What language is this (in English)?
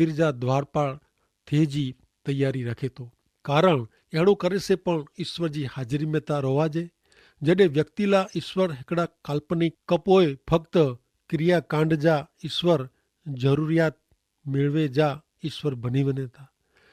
Kachhi